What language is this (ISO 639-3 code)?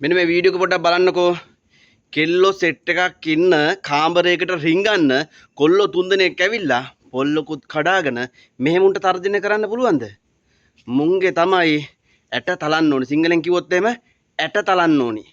sin